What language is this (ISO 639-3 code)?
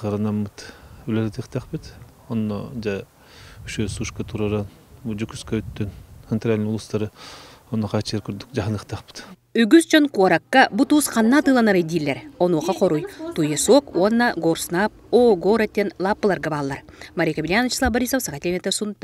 sah